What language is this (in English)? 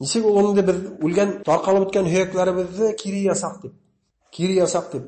Bashkir